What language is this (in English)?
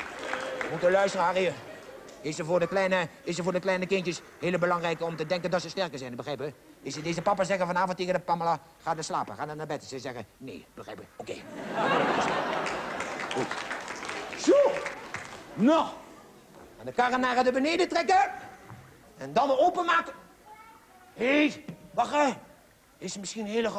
Dutch